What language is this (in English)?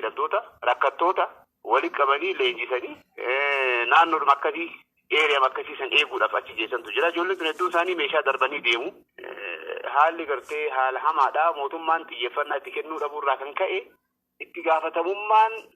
Oromo